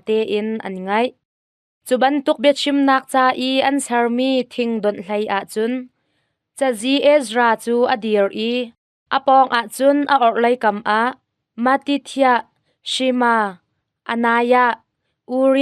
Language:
Hakha Chin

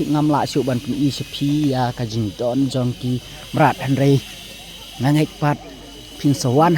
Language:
Khasi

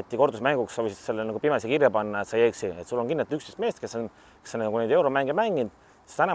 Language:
Estonian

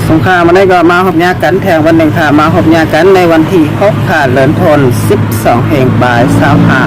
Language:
Shan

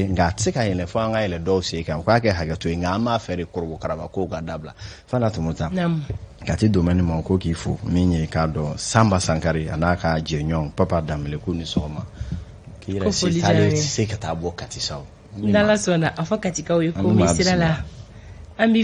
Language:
Bambara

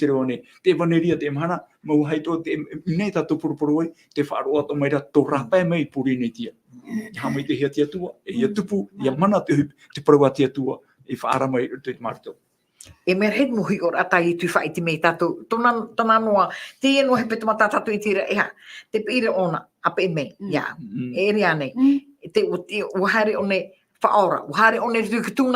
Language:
Tahitian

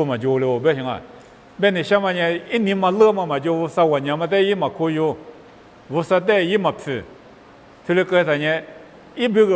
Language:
Lisu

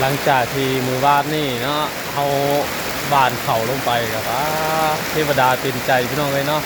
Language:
Northeastern Thai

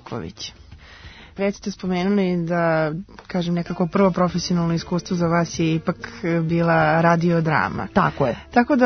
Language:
Serbian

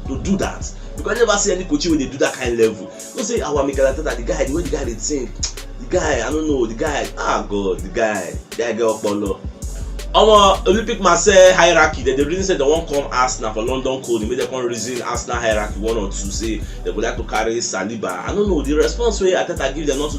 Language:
Nigerian Pidgin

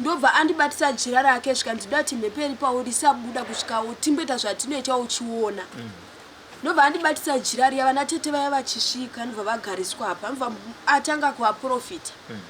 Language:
Shona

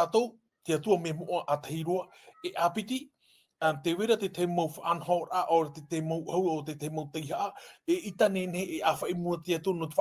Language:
Tahitian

